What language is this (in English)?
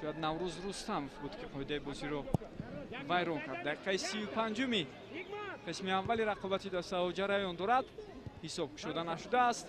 Tajik